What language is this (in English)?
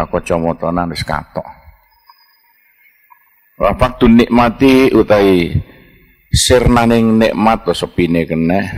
Javanese